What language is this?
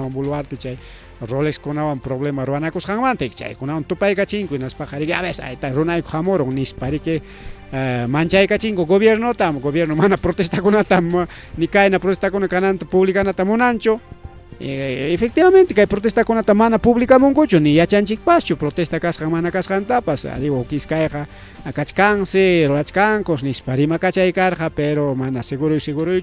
Ayacucho Quechua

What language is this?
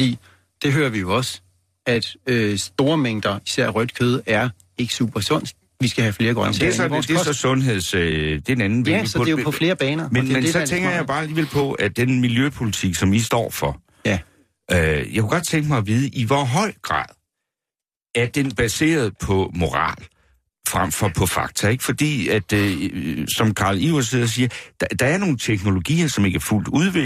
Danish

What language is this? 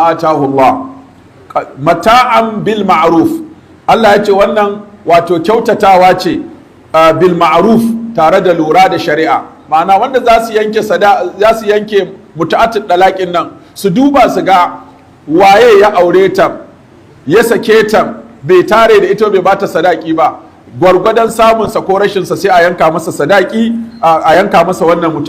Hausa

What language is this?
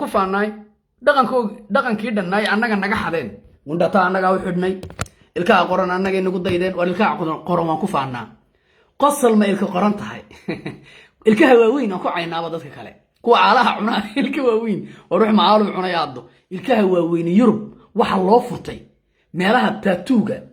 Somali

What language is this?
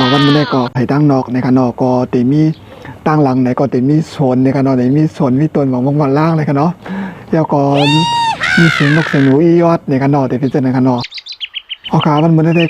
Shan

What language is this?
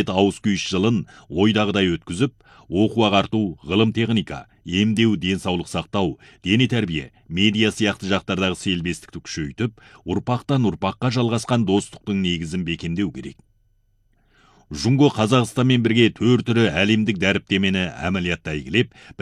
Kazakh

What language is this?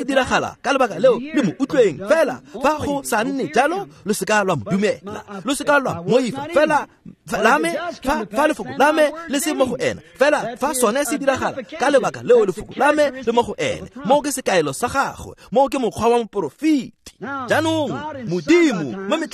Tswana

